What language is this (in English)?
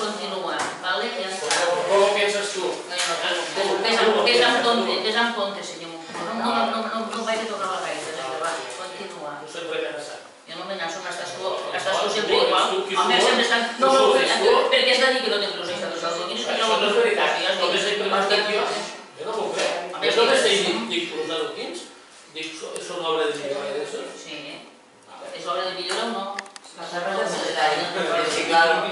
Catalan